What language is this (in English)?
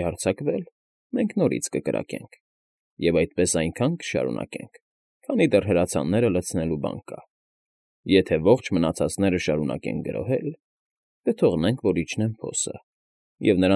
Armenian